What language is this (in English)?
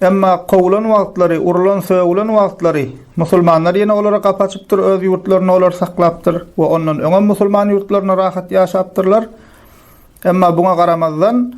Turkmen